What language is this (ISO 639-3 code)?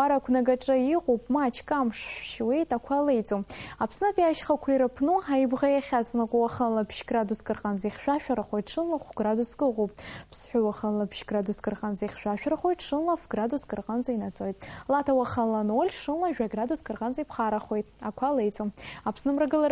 abk